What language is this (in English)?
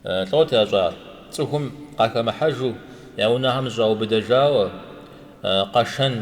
Kabardian